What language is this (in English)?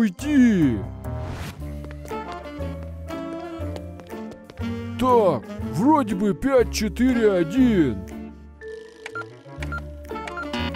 Russian